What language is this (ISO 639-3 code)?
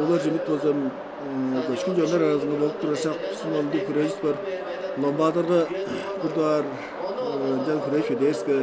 tyv